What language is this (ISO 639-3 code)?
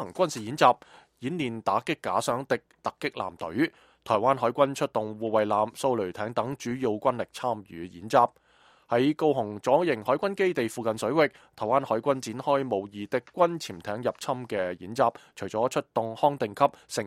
yue